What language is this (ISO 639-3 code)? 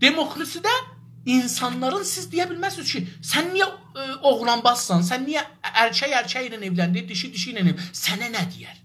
azb